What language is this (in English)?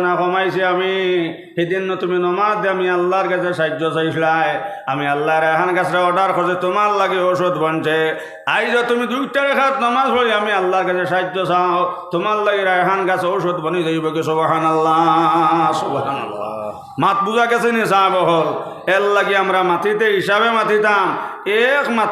Sylheti